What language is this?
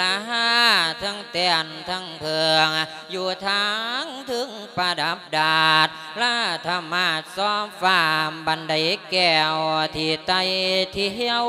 Lao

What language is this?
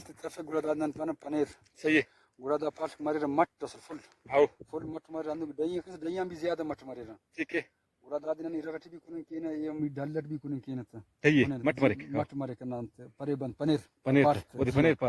Brahui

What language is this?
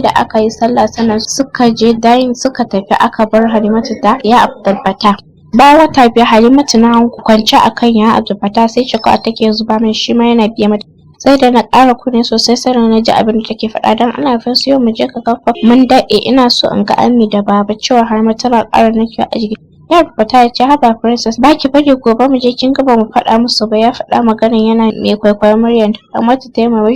Hausa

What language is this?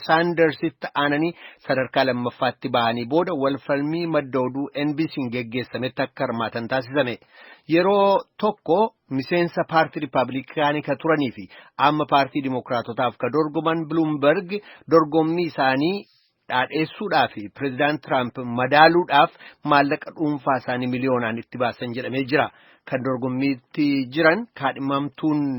Oromo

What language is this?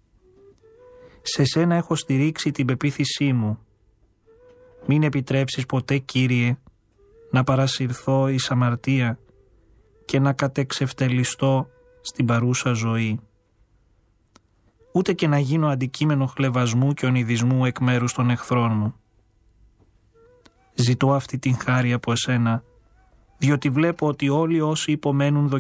Greek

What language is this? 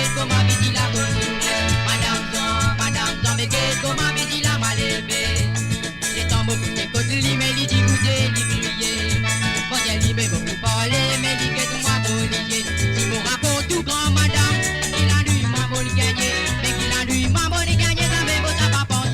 Morisyen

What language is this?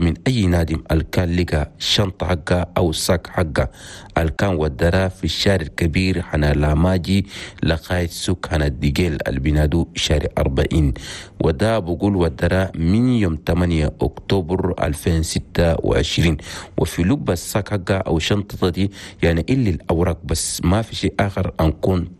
Chadian Arabic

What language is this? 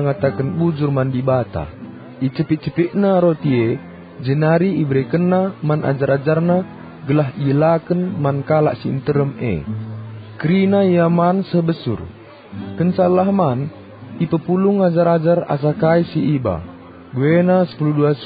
Batak Karo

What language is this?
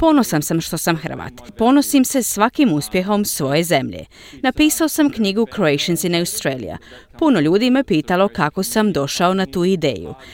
Croatian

